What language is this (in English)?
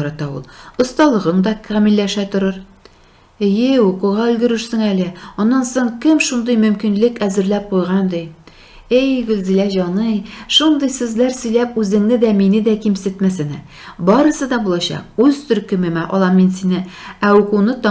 Tatar